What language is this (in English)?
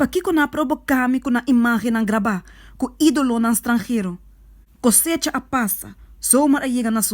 Papiamento